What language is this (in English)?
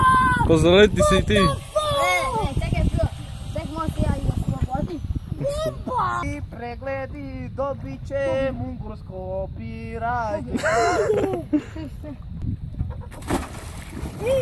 Croatian